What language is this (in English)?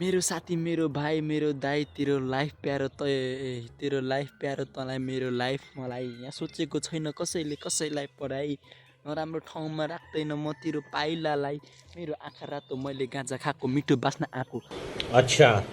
Nepali